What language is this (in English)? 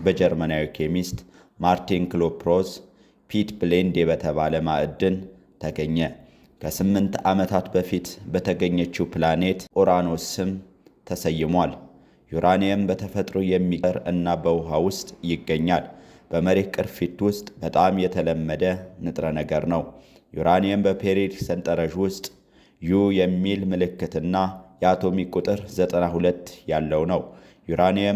Amharic